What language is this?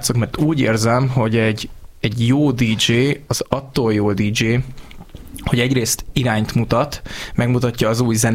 Hungarian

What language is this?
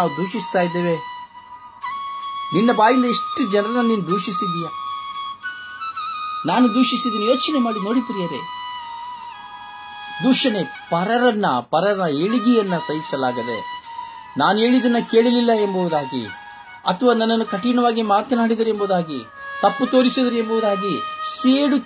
Kannada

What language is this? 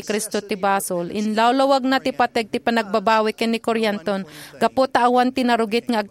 Iloko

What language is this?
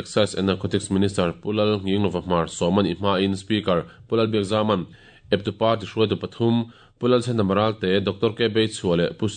Mizo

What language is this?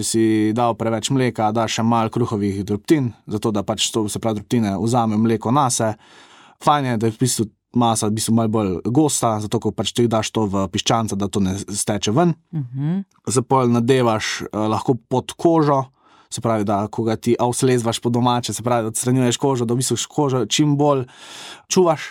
Slovenian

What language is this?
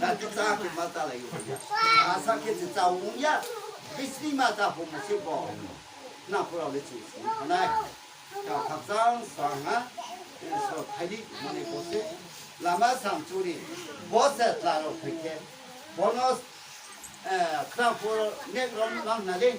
Riang (India)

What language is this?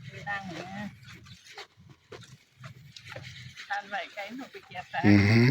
Northeastern Thai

